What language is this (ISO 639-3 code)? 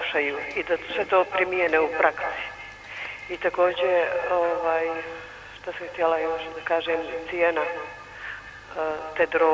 srp